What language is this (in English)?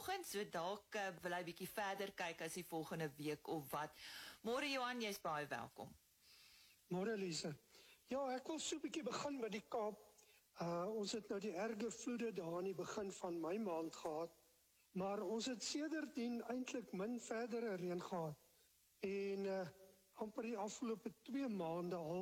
Afrikaans